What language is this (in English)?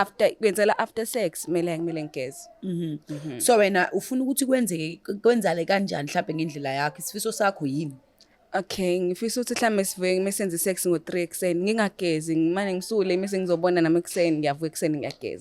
Zulu